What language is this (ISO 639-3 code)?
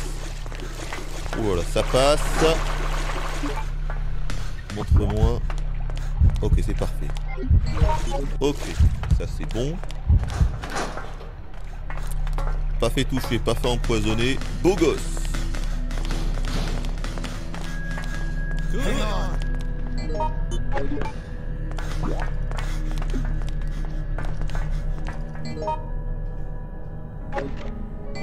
fra